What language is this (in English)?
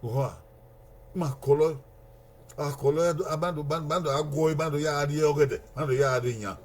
Bini